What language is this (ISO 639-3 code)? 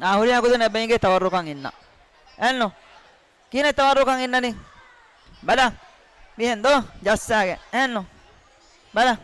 div